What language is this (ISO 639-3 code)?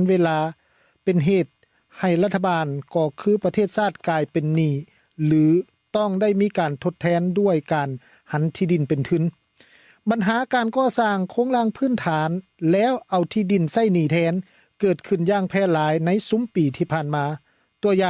lao